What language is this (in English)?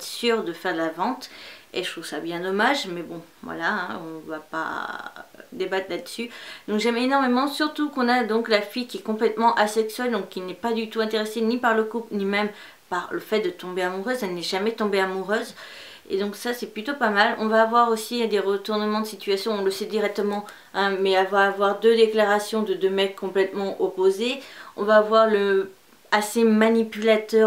French